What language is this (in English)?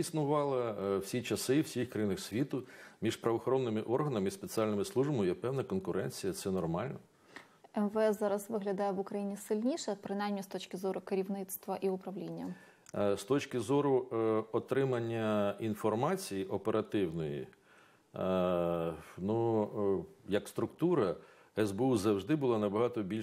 Ukrainian